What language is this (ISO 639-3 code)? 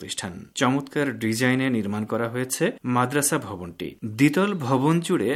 ben